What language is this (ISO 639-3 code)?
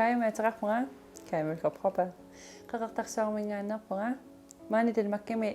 kal